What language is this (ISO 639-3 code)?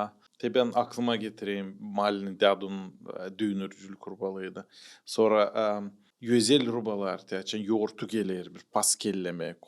gag